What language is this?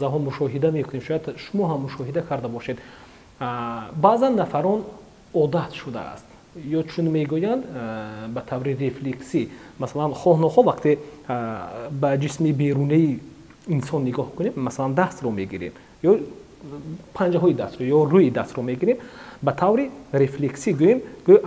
Tajik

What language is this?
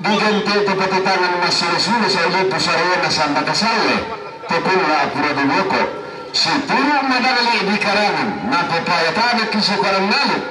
Toraja-Sa'dan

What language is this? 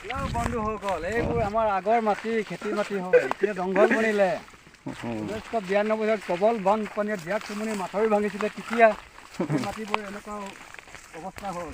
Assamese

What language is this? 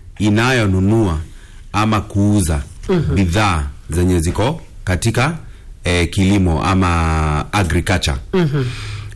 Swahili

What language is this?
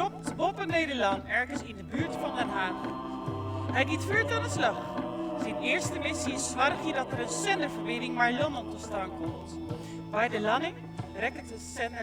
Western Frisian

